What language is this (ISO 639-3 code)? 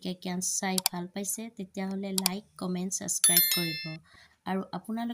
asm